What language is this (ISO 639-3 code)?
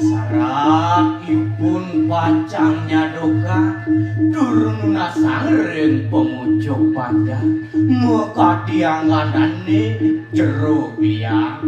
ban